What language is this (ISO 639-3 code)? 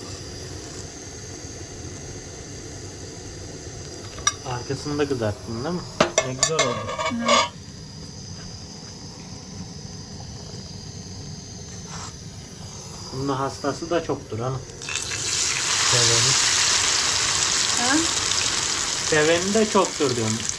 tur